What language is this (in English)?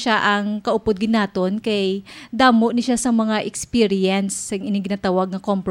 Hiligaynon